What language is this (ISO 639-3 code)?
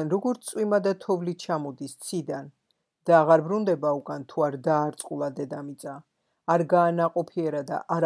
kat